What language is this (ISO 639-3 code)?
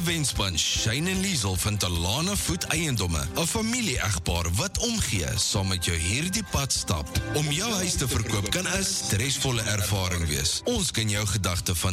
afr